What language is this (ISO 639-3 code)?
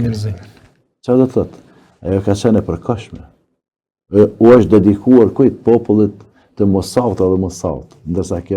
sqi